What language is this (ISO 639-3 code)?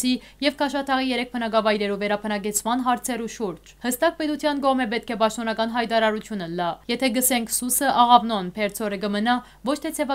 hyw